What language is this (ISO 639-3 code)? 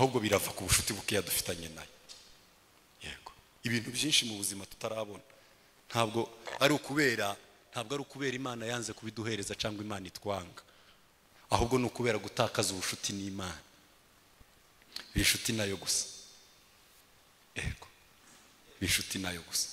kin